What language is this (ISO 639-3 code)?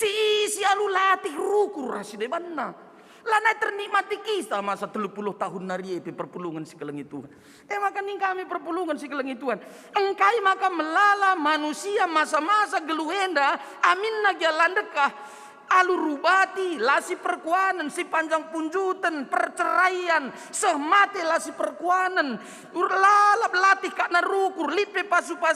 btx